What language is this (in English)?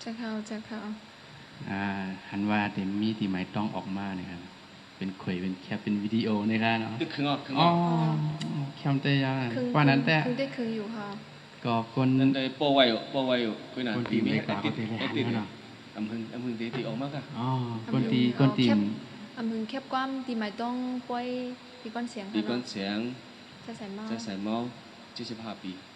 Shan